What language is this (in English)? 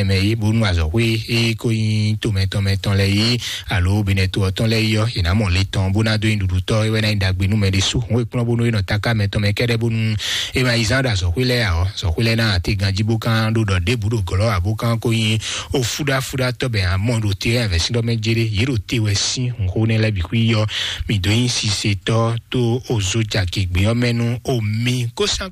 Fon